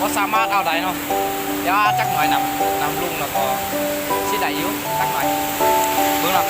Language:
Lao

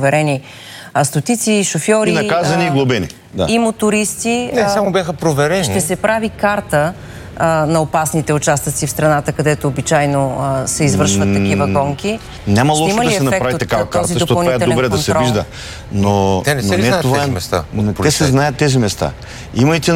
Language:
Bulgarian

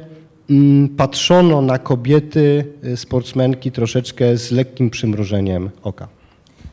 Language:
Polish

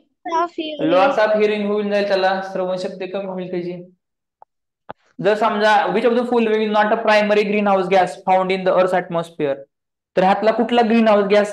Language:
Marathi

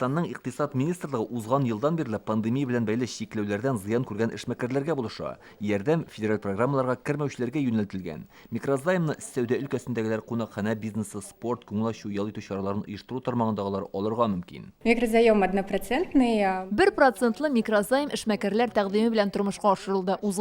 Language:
Tatar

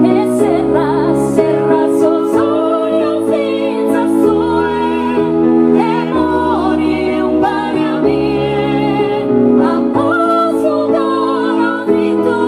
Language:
Sardinian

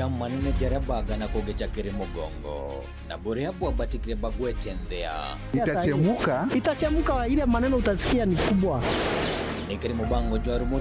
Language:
Meru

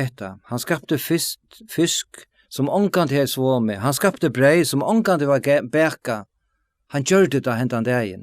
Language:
Faroese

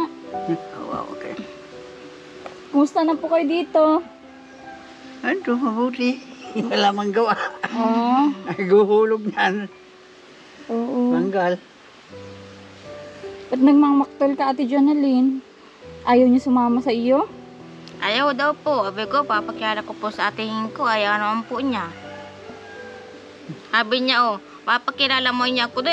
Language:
Filipino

